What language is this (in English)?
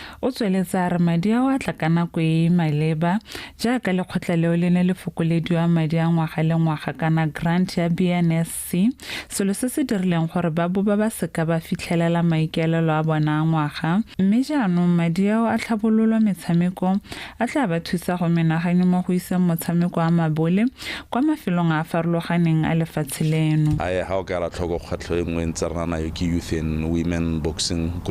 Tswana